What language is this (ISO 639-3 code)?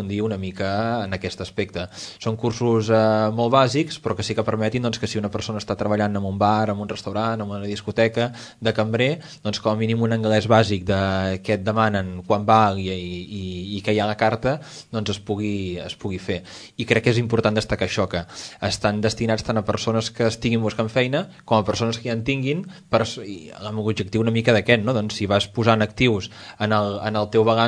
cat